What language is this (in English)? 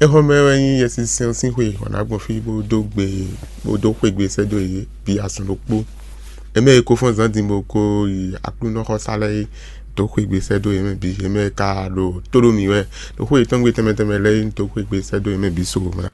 Fon